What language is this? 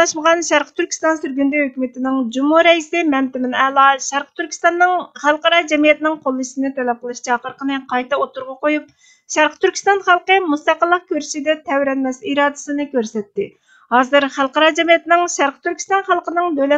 Uyghur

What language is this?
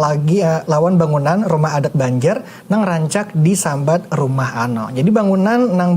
Banjar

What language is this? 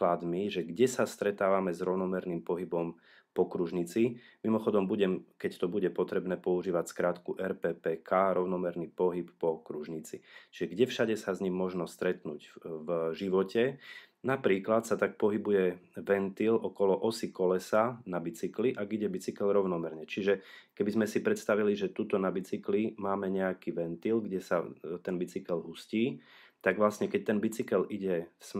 Slovak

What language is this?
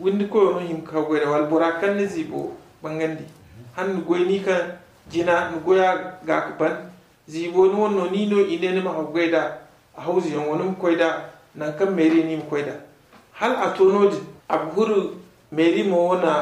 Zarma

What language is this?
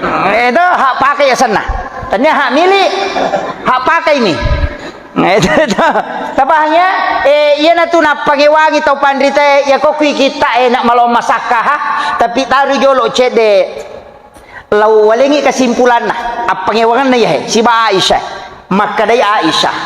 Buginese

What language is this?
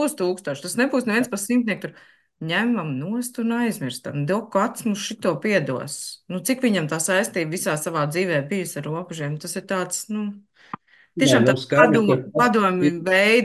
Latvian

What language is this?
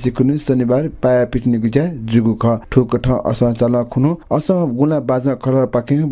Newari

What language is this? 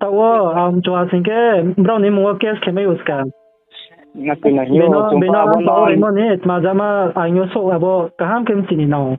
Riang (India)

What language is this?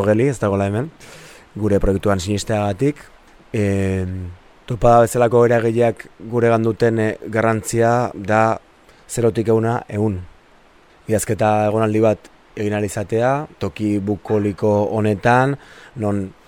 Basque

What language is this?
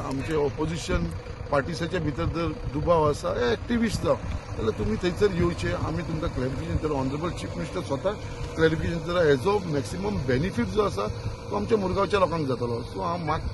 Konkani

